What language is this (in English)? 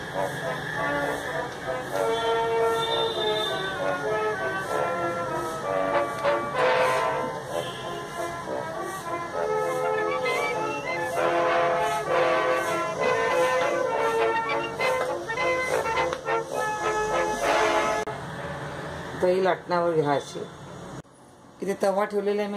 Marathi